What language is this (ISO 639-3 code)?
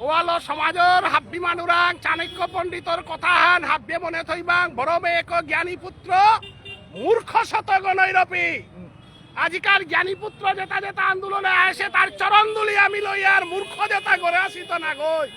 bpy